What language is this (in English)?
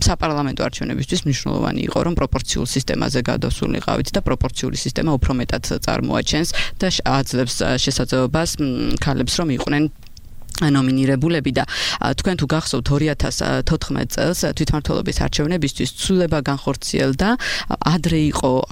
Georgian